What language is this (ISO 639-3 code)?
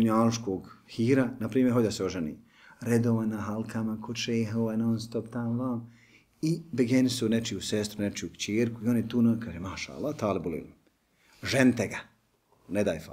bos